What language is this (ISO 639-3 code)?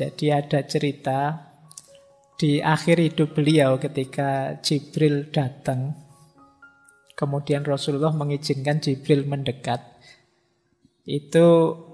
ind